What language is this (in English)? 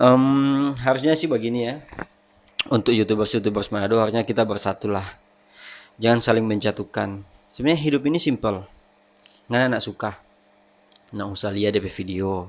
Manado Malay